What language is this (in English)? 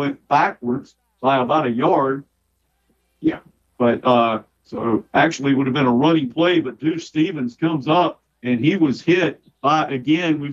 English